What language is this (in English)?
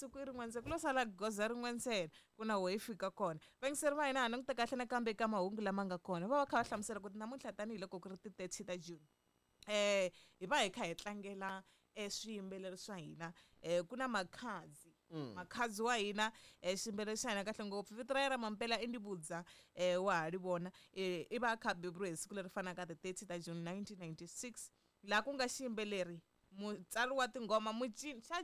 Tsonga